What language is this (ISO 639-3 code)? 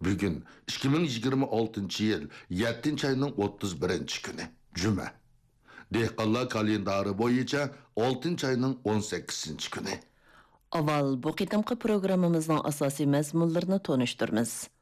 uig